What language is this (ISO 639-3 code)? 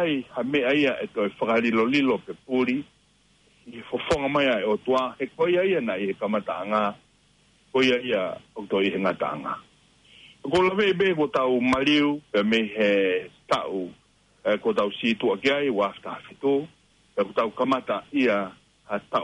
ton